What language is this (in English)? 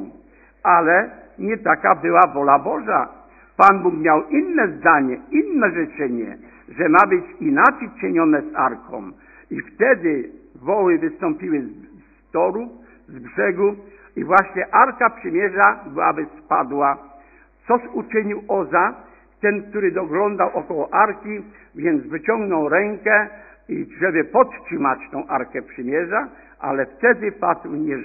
Polish